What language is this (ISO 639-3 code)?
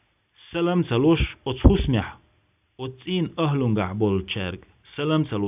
che